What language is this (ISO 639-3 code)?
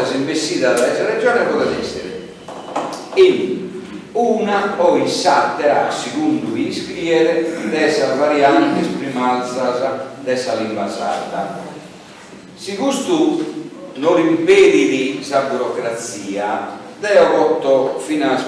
srd